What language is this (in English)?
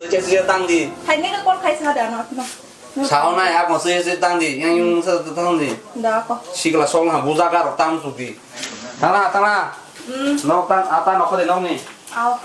Kok Borok